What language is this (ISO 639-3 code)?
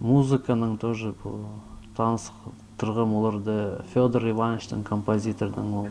kjh